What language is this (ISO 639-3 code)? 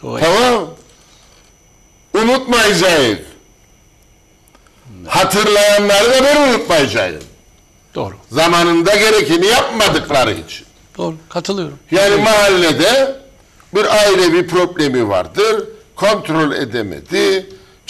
tur